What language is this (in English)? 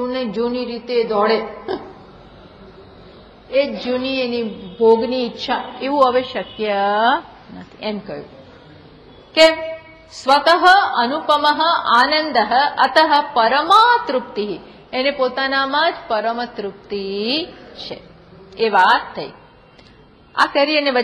Gujarati